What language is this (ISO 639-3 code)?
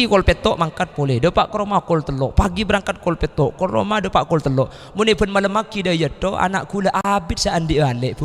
mad